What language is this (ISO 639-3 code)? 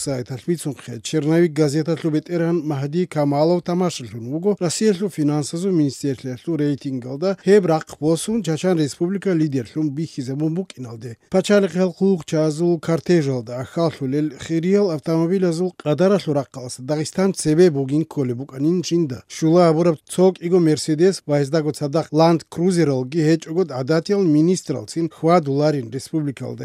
ava